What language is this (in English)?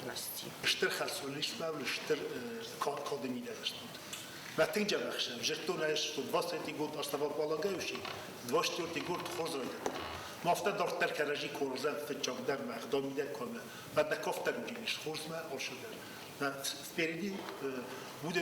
Ossetic